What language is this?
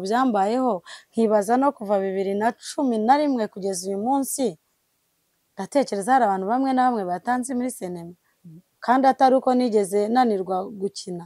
Kinyarwanda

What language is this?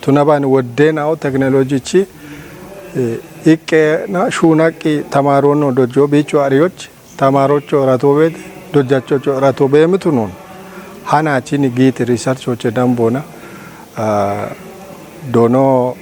Kafa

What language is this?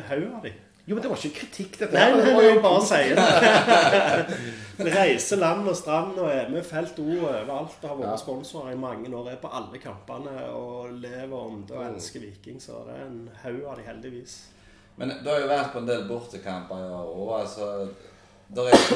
Norwegian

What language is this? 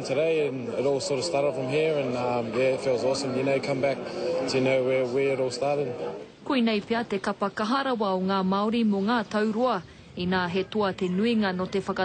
Māori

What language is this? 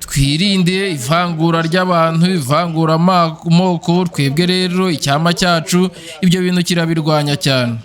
Kinyarwanda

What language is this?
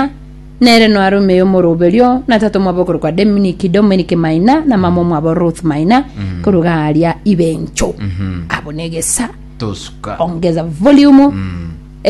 Gusii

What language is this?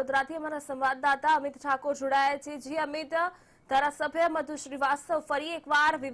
Gujarati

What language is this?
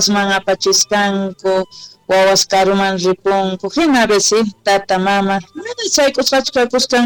Quechua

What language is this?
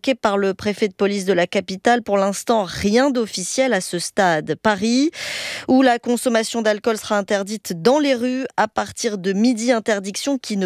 French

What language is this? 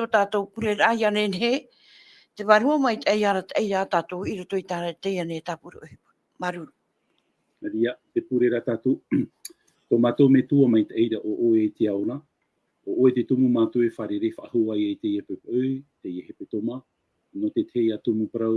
Tahitian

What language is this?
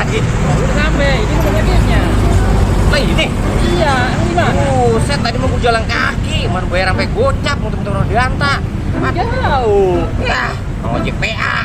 Betawi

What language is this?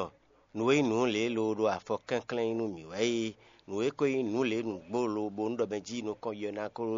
Fon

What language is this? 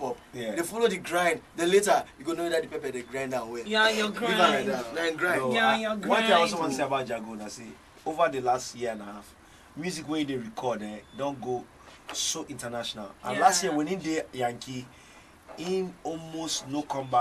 Nigerian Pidgin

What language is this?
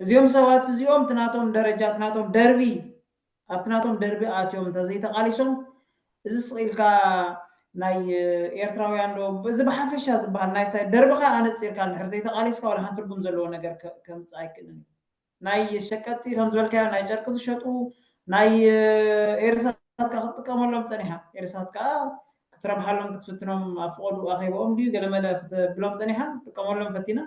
Tigrinya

